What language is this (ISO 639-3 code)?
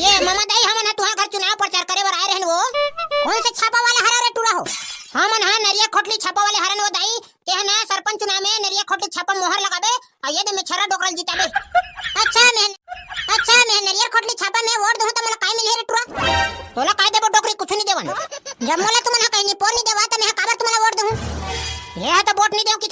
hne